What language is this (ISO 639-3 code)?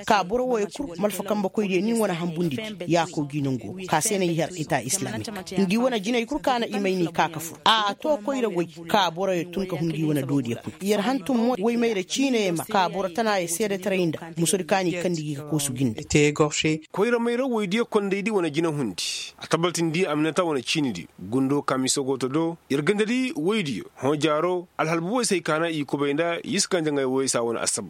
ses